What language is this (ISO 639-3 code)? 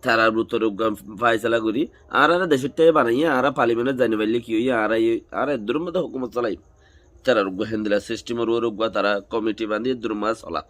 rhg